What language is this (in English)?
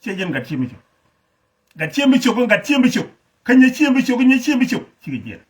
Nuer